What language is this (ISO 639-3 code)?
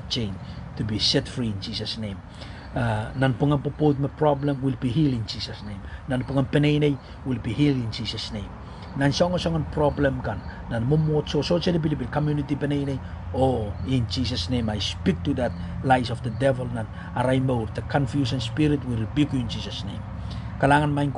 pon